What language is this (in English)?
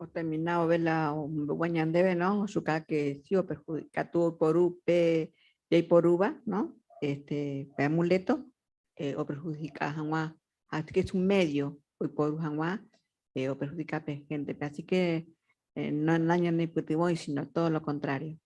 Guarani